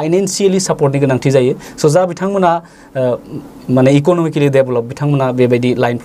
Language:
Bodo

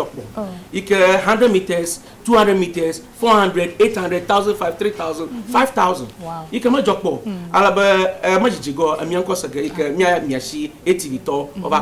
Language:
Ewe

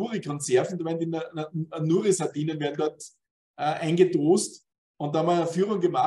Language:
German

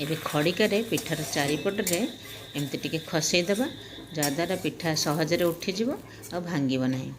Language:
Odia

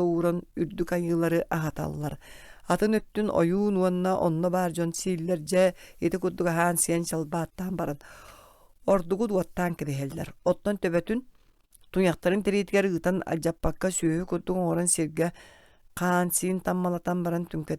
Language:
Yakut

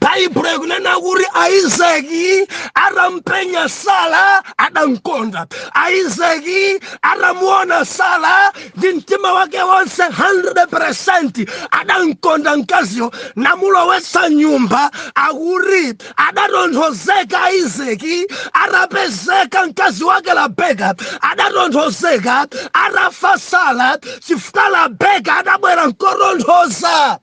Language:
Nyanja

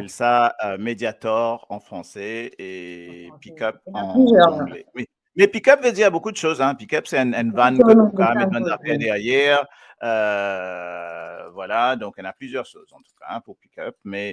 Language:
Morisyen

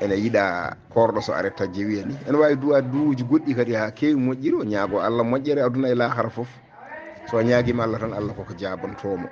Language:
Fula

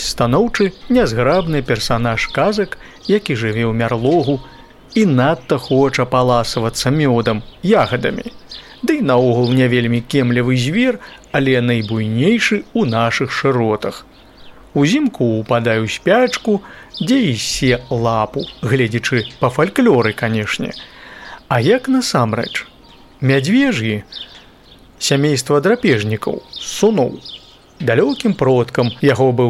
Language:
Belarusian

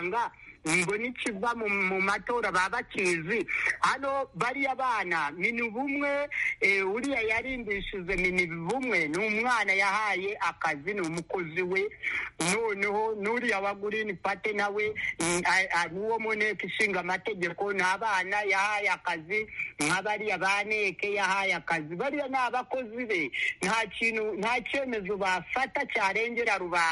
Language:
Kinyarwanda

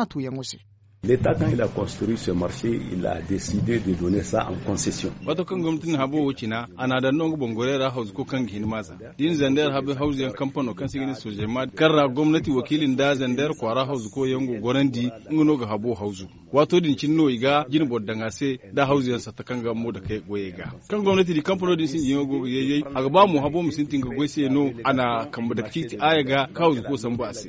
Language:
Zarma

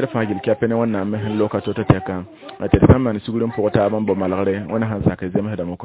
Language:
Mossi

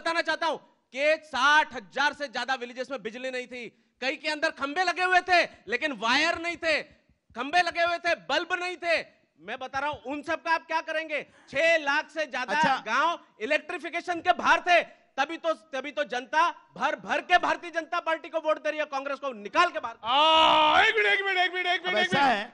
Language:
Hindi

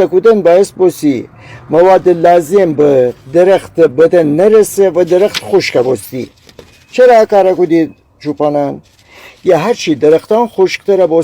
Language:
Gilaki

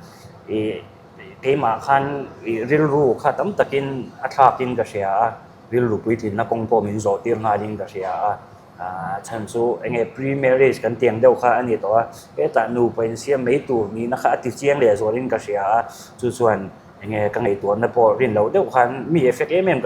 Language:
Mizo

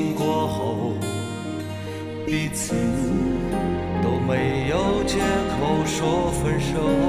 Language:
Chinese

